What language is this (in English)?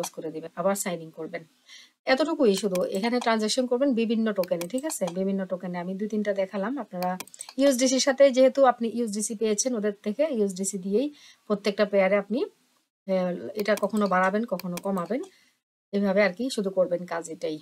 Bangla